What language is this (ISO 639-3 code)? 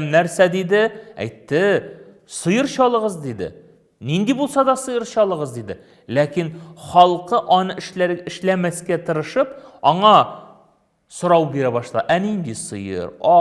tat